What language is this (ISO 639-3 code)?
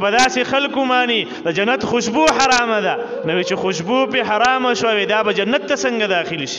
pus